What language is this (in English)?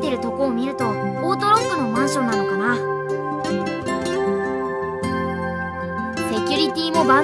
Japanese